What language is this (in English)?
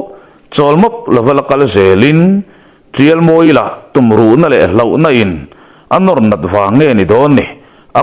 Mizo